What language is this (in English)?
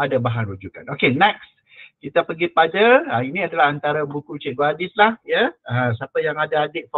Malay